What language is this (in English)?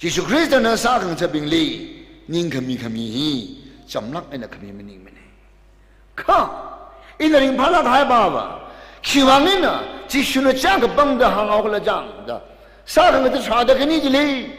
Tangkhul Naga (India)